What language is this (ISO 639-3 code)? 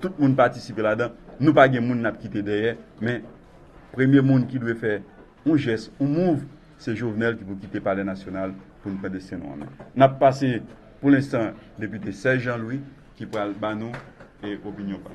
hat